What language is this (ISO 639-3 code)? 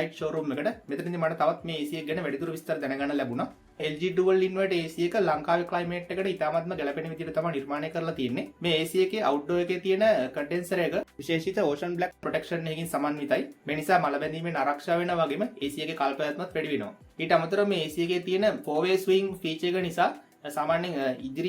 sin